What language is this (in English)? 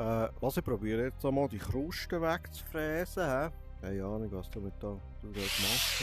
Swiss German